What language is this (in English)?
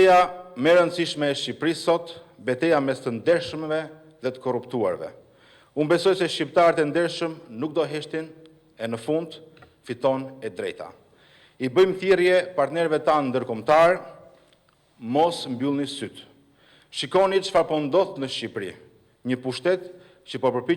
Albanian